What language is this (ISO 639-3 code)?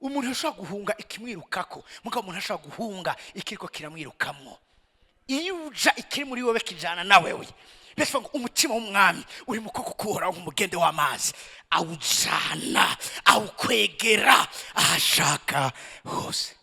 run